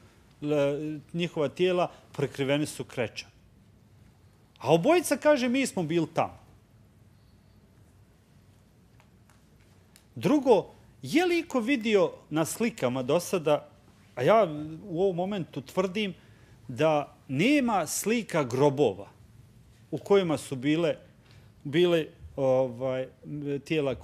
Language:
Bosnian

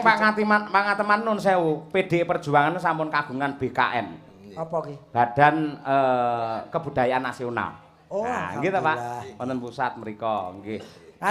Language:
Javanese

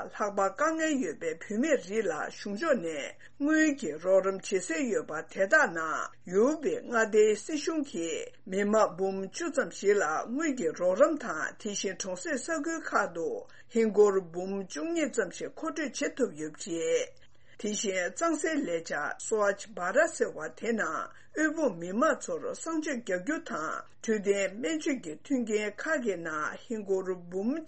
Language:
Tibetan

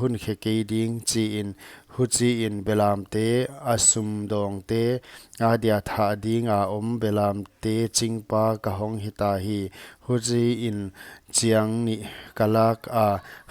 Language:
Paite Chin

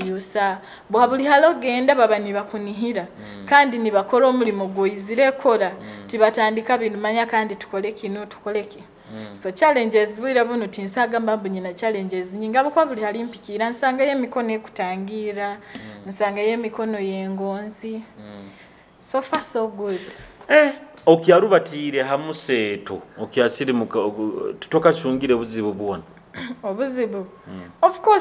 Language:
Nyoro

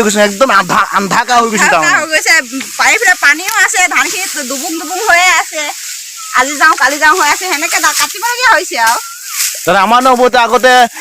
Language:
Assamese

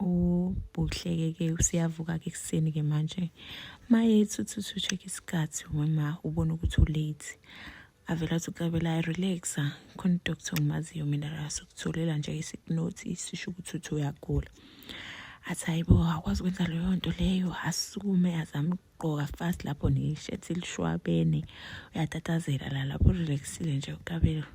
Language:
Zulu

